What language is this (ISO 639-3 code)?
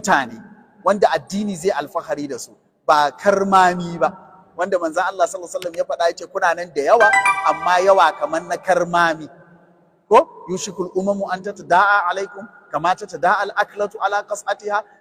hau